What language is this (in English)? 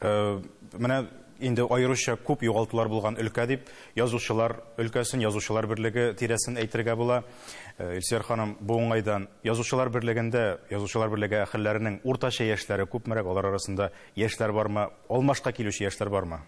Tatar